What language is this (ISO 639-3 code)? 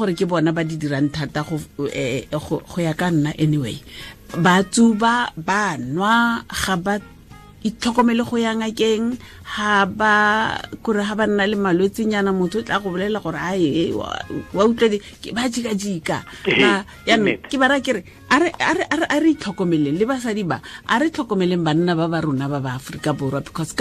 tsn